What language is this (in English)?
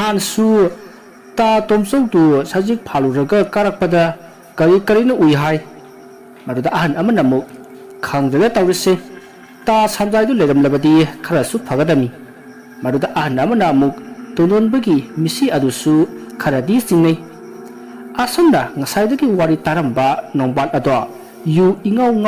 Manipuri